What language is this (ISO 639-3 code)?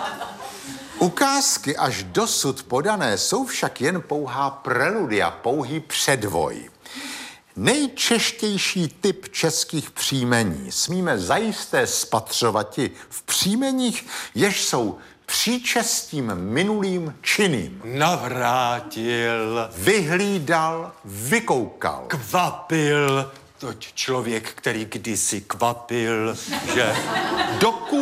ces